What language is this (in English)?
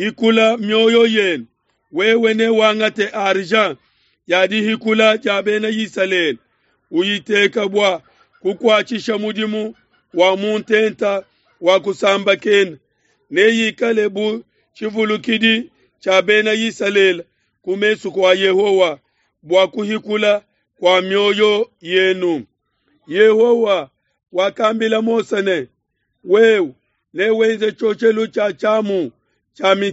Luba-Lulua